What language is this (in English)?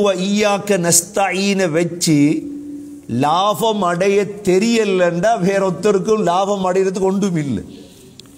Tamil